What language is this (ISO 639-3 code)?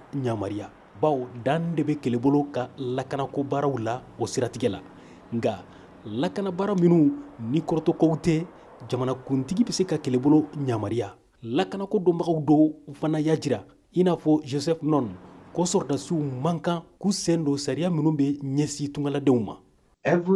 bam